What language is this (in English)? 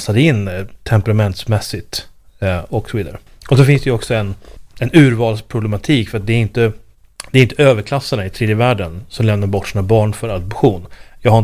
Swedish